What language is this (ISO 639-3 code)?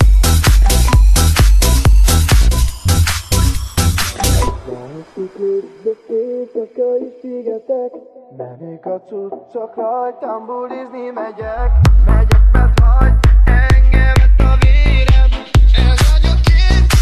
hun